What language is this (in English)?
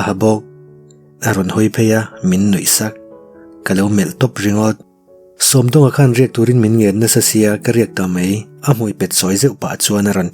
Mizo